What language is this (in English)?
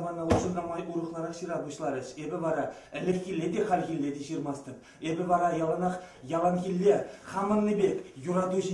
Chuvash